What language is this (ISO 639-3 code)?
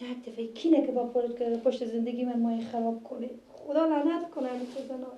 fas